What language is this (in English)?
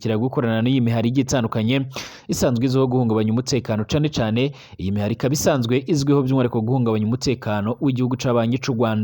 Rundi